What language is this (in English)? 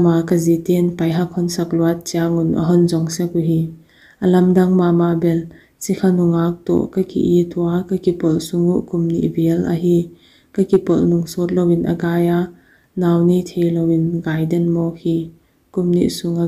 Paite Chin